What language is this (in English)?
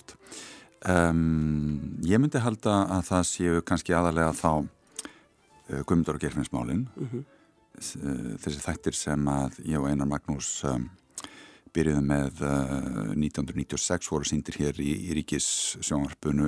Icelandic